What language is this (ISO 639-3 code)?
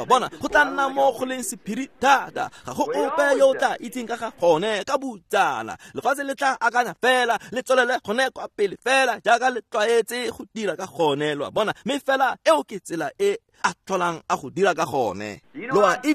tsn